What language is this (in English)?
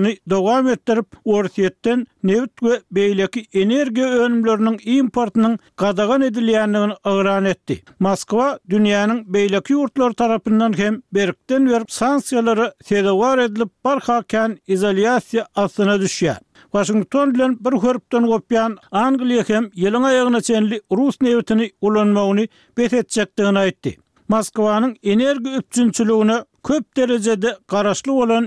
Turkmen